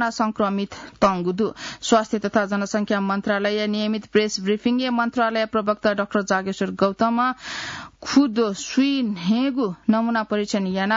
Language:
Newari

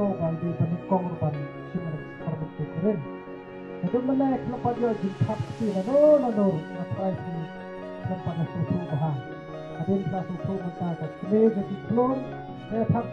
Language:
Khasi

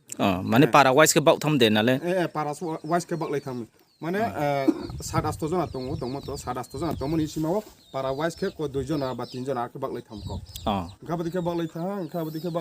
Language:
Riang (India)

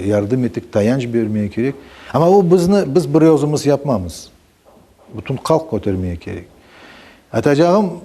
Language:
Crimean Tatar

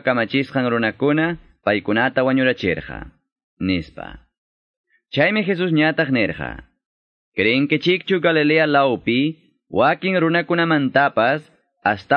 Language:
Quechua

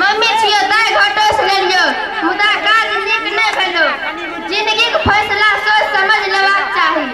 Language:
Maithili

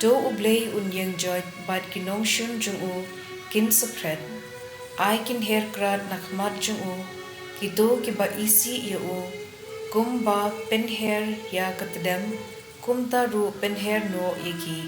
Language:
Khasi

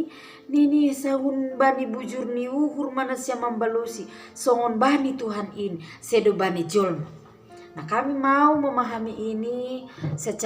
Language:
Batak Simalungun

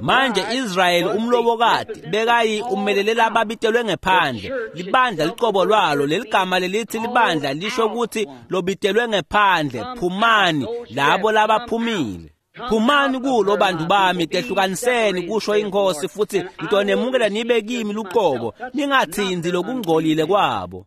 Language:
Swati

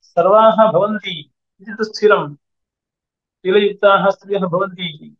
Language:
Sanskrit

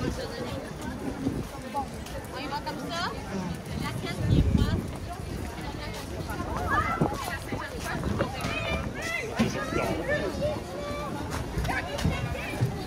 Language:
French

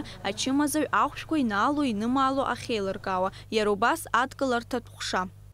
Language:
Abkhazian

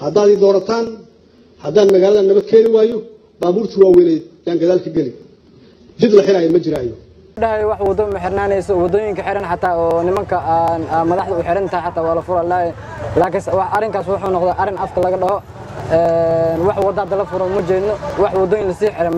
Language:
Somali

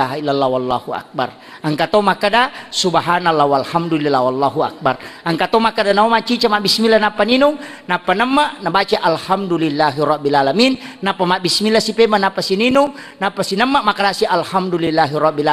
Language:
Buginese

